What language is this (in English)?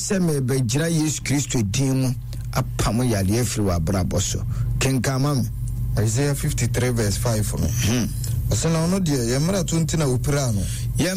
Akan